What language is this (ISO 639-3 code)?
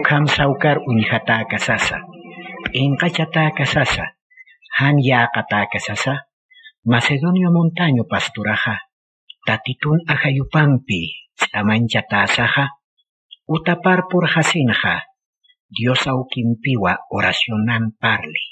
aym